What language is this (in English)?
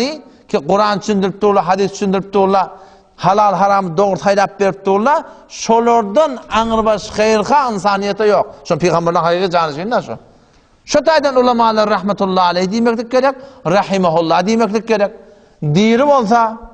Turkmen